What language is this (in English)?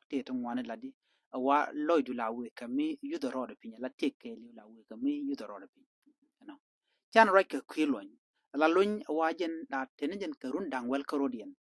Nuer